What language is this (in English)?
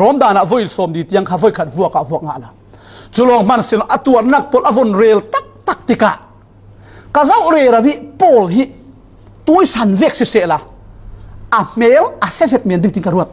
Falam Chin